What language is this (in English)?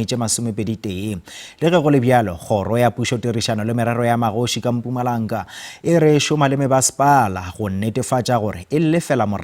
Northern Sotho